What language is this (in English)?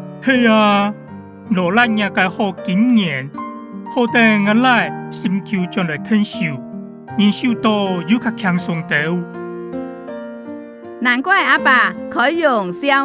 Hakka Chinese